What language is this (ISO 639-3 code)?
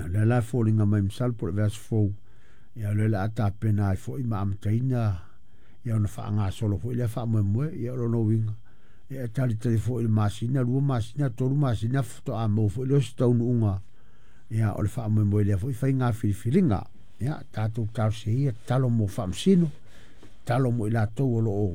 smo